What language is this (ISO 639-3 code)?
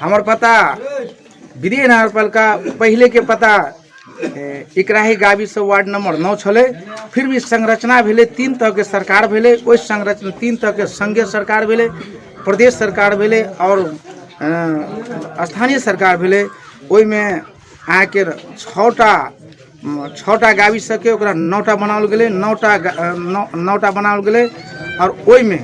mai